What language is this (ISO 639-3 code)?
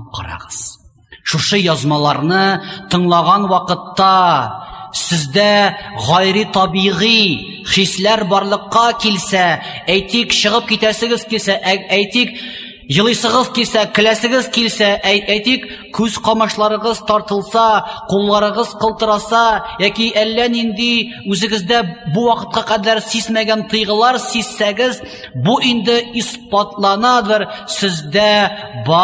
tat